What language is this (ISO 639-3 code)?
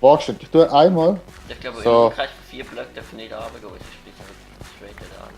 gsw